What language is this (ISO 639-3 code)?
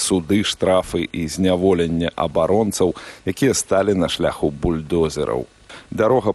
bel